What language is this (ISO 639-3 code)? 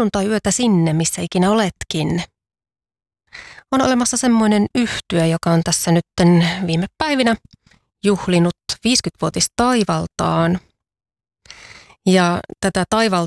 fin